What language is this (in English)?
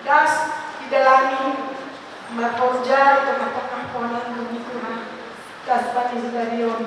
Batak Simalungun